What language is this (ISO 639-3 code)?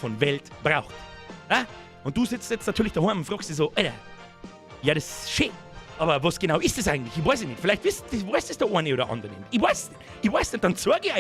bar